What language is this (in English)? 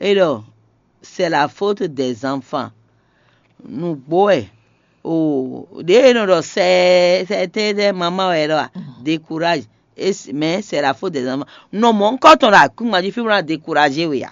Fon